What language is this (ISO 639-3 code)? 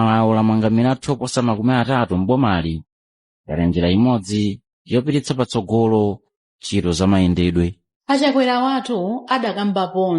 nya